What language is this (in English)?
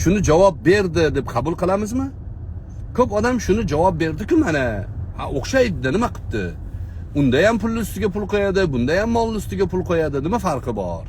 Uzbek